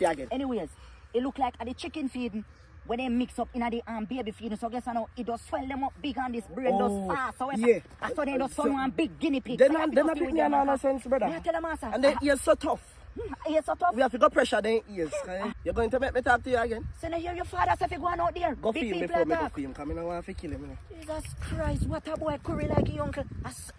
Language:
Jamaican Creole English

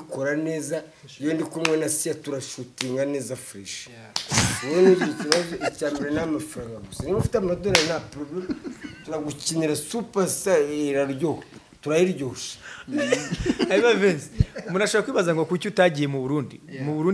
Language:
Kinyarwanda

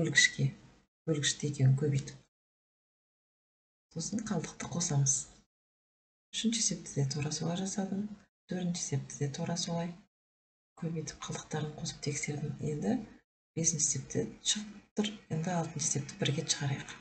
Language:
Kazakh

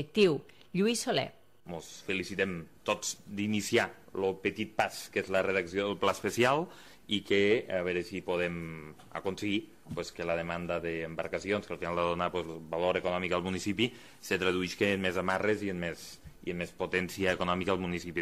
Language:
Catalan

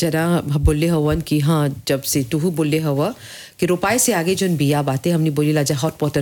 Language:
Bhojpuri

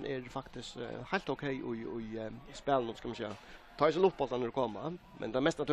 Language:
Faroese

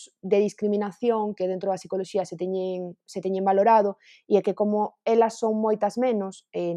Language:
Galician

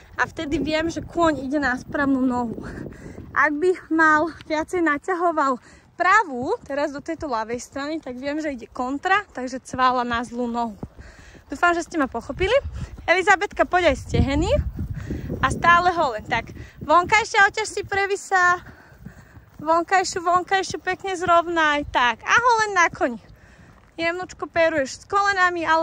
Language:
Slovak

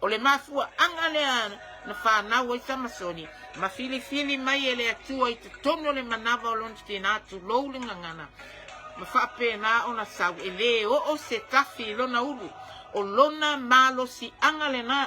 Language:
Samoan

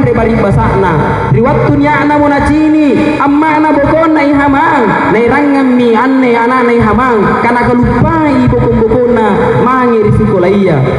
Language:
Makasar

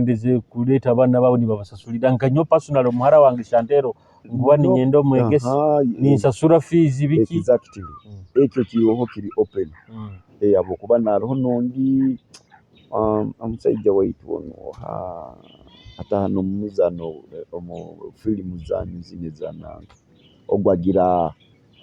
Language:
Nyoro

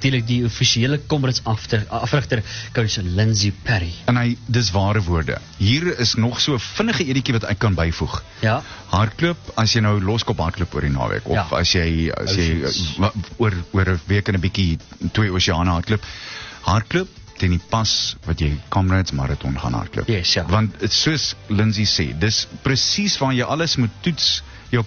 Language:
Afrikaans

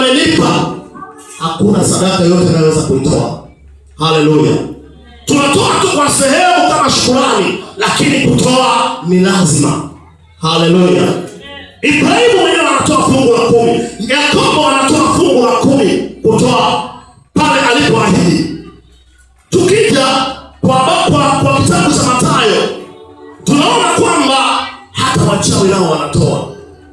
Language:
Swahili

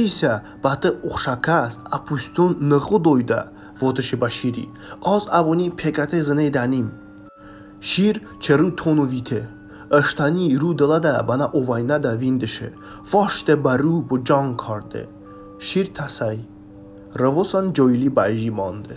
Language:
Talysh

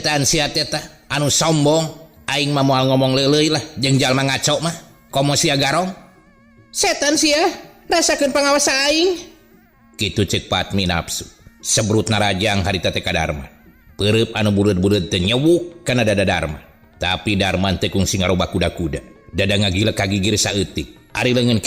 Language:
Sundanese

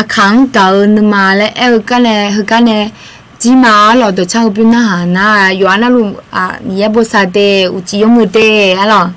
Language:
Akha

